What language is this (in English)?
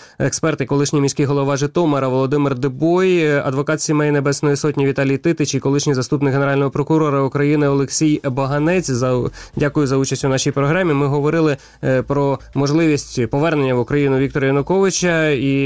Ukrainian